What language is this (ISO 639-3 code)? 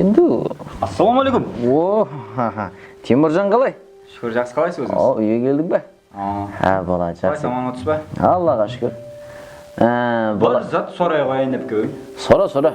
kaa